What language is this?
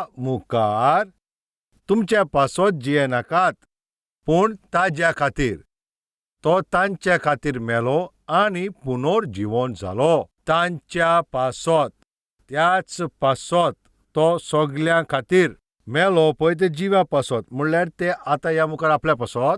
Konkani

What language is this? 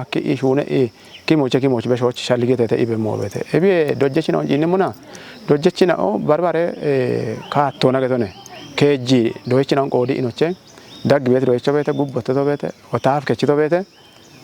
Kafa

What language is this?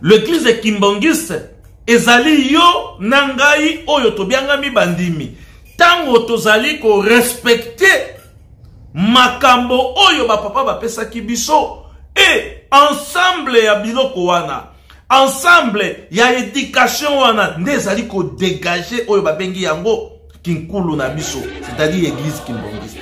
Lingala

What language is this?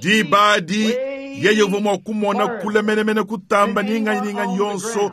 Luba-Lulua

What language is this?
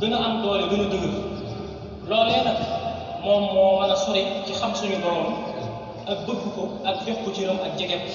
Wolof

